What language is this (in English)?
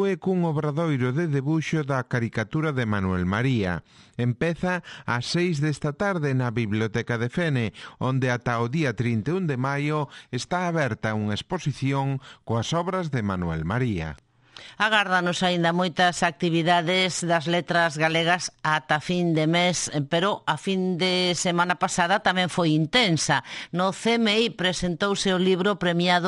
Galician